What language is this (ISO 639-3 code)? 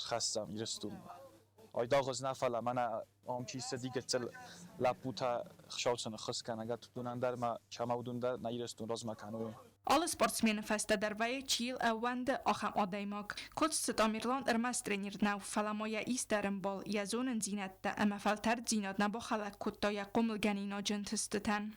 oss